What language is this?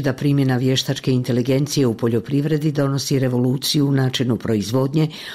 Bosnian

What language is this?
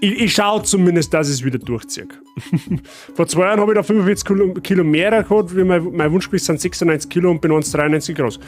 Bavarian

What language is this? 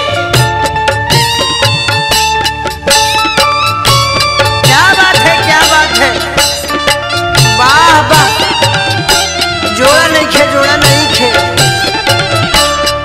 Bhojpuri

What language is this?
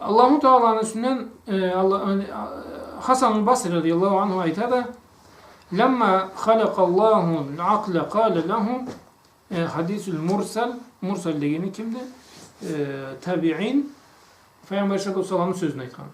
Karachay-Balkar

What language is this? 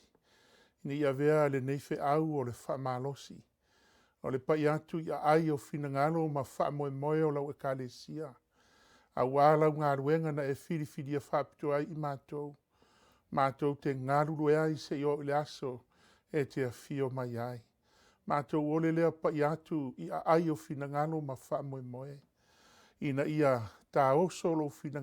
Samoan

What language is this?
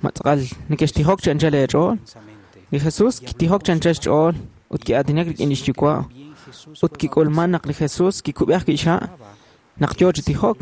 Kekchí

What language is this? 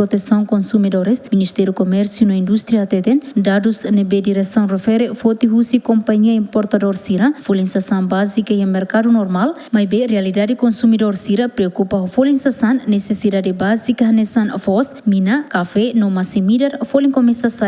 Tetum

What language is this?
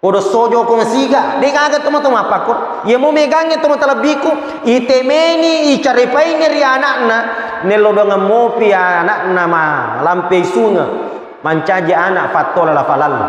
Buginese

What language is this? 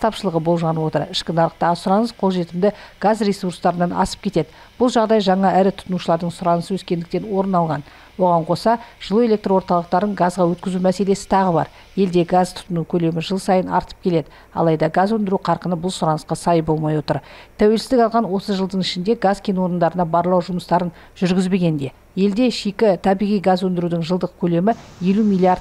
Kazakh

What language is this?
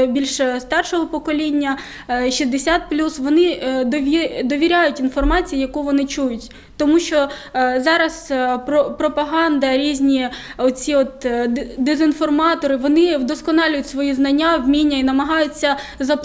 Ukrainian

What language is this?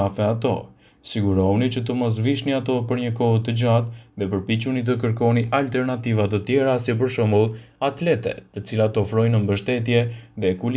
Albanian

